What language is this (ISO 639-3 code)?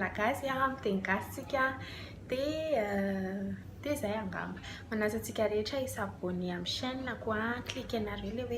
mlg